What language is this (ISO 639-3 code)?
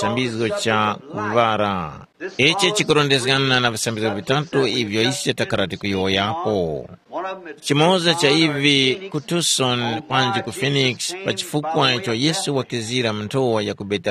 tum